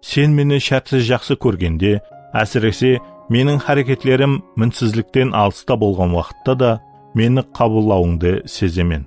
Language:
Kara-Kalpak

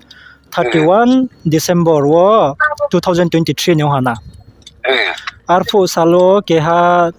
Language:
Riang (India)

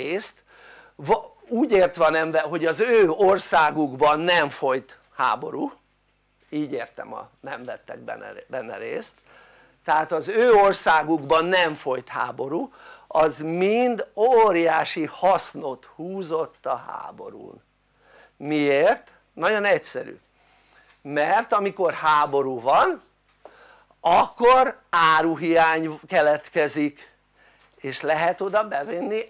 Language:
Hungarian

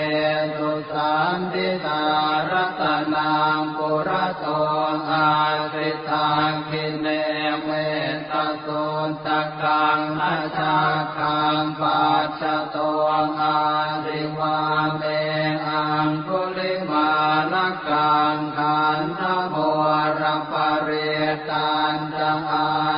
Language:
Pali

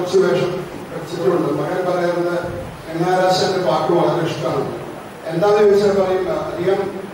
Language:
Malayalam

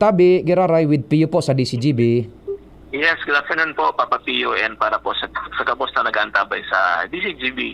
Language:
Bikol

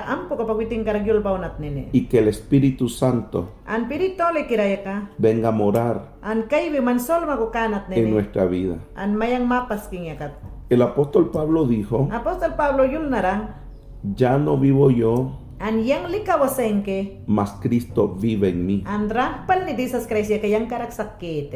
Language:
Mayangna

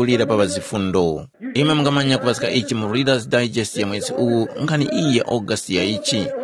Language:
Tumbuka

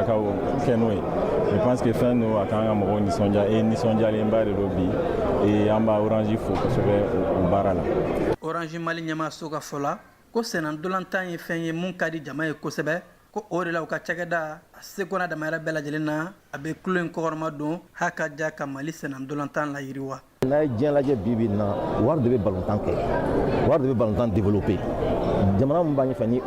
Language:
Bambara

